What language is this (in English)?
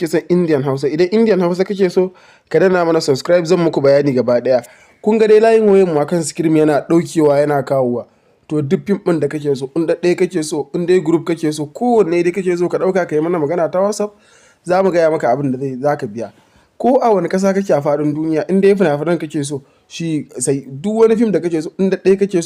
Hausa